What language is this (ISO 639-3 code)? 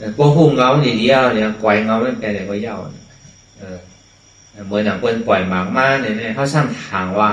shn